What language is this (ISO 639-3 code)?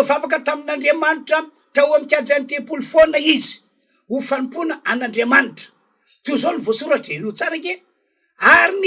mlg